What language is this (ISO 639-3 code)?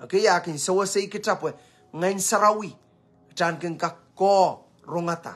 pon